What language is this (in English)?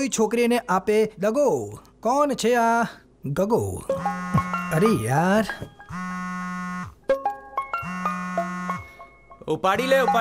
Gujarati